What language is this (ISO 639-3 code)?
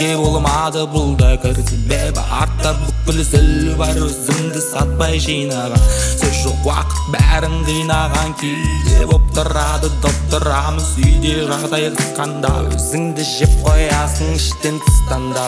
kaz